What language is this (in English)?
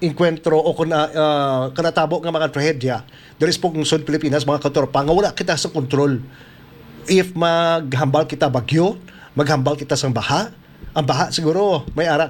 Hiligaynon